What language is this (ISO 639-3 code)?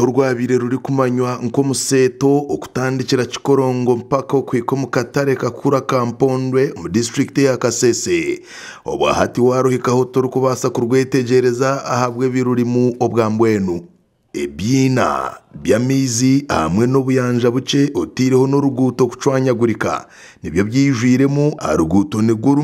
nyn